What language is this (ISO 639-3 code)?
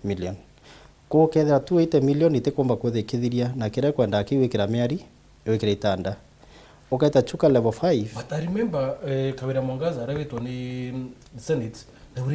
mer